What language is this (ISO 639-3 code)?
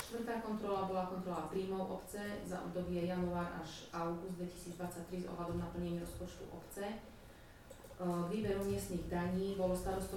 slk